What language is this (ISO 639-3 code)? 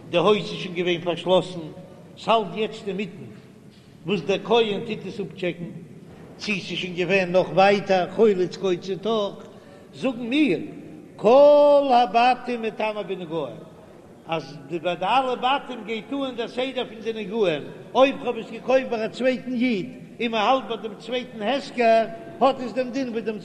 yid